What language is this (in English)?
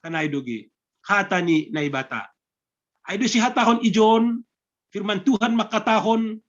Batak Simalungun